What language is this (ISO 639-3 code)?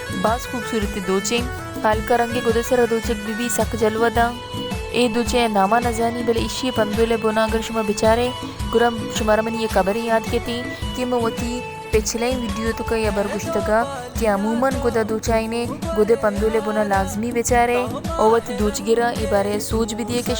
bal